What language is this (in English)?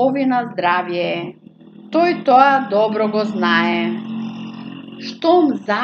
Macedonian